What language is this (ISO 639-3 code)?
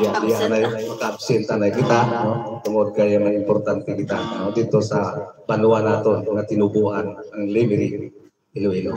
hil